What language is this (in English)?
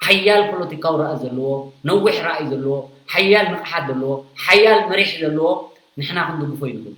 Tigrinya